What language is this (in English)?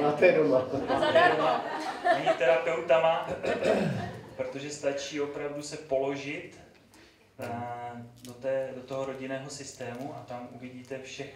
Czech